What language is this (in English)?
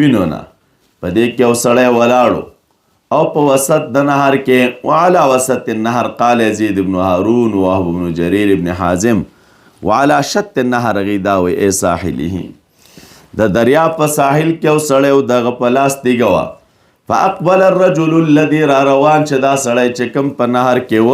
Pashto